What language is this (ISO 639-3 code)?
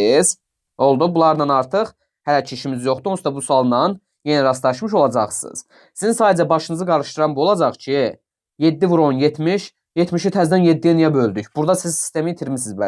aze